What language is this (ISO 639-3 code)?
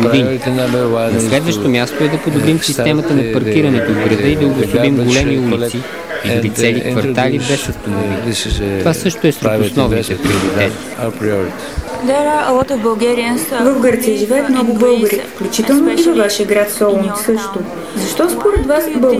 bul